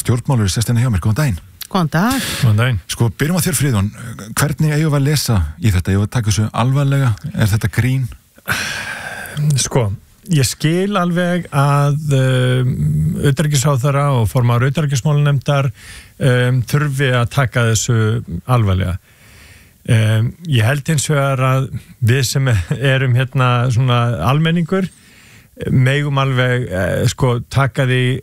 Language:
Icelandic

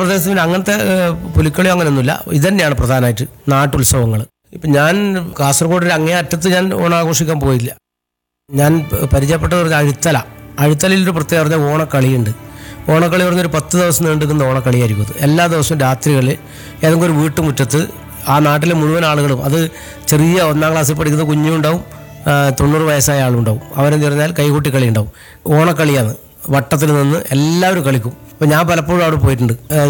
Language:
Malayalam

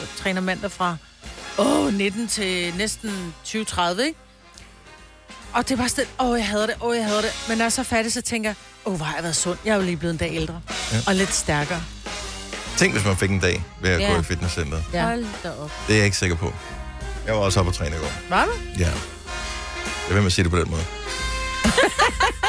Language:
Danish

